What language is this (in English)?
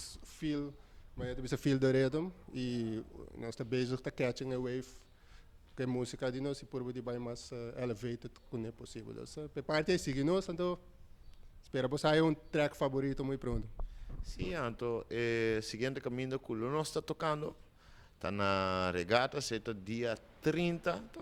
Papiamento